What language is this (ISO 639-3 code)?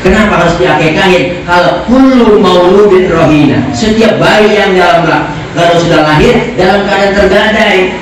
bew